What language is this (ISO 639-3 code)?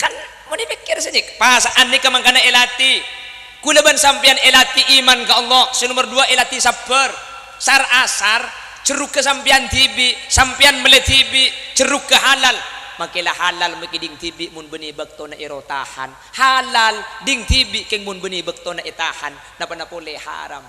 mad